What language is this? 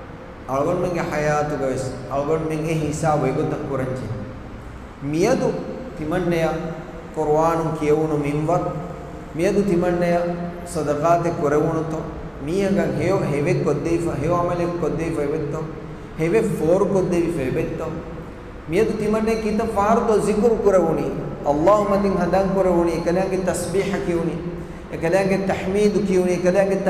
Divehi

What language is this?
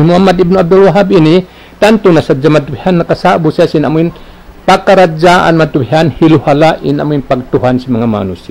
Tausug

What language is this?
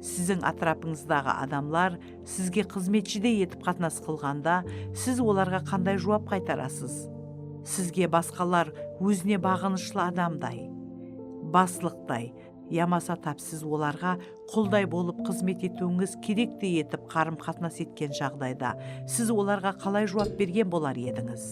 Kara-Kalpak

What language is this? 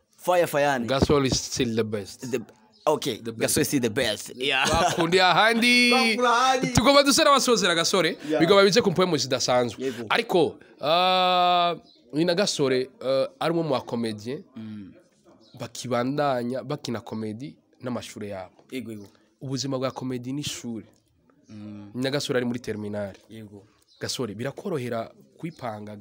Rundi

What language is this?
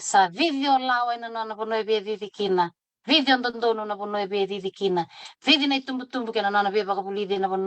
Fijian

